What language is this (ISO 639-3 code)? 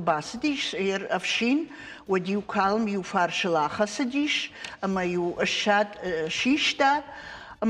oss